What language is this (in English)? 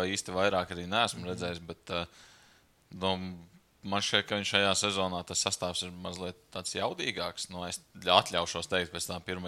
Latvian